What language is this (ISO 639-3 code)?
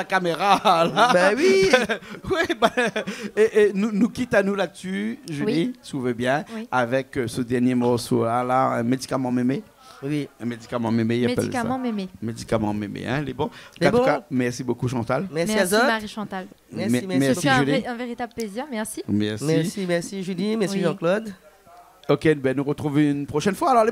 rcf